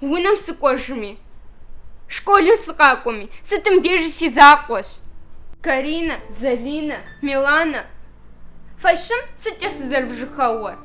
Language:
Kabardian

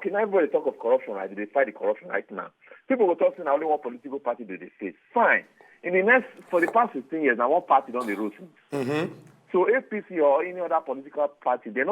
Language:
Nigerian Pidgin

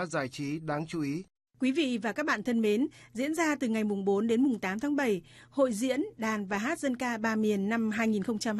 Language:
Vietnamese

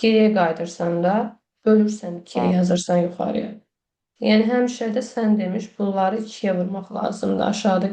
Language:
Azerbaijani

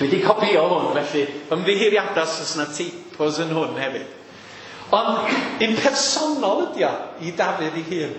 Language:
Welsh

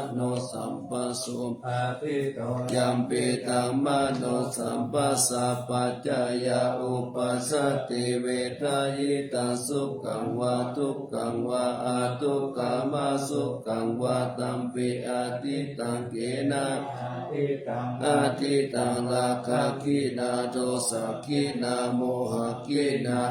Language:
Pali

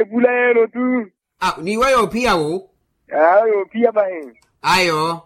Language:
Makhuwa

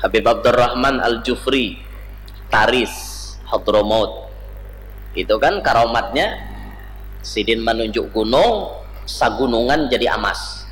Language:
Banjar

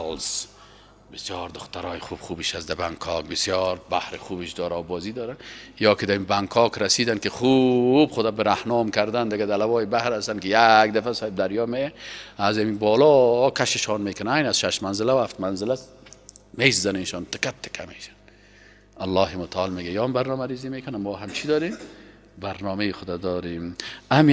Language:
Persian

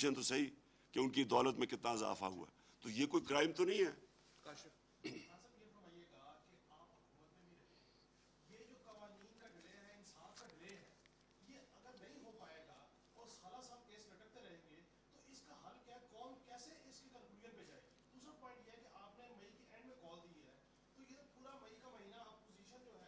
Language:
Urdu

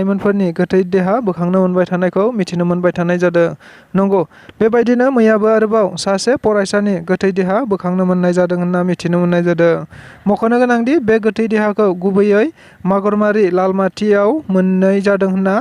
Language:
Bodo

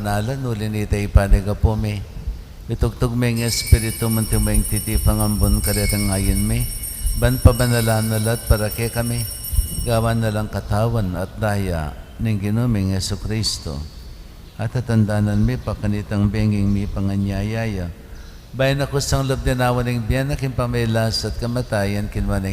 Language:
Pampanga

